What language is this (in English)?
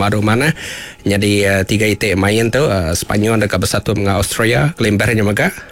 Iban